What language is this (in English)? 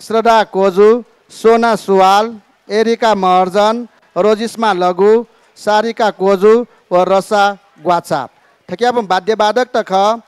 Newari